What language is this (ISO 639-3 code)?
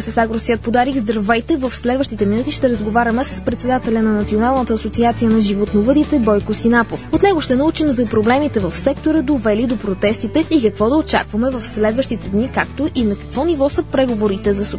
bul